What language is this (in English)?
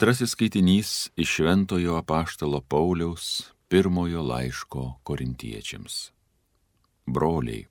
Lithuanian